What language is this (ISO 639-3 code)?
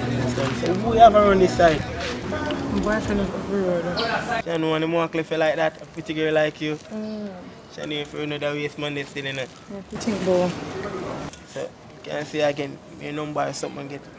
jam